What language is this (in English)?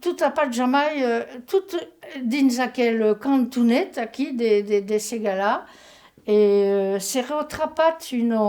Occitan